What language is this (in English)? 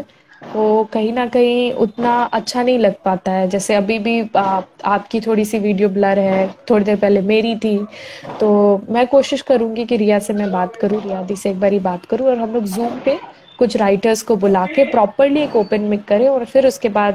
Hindi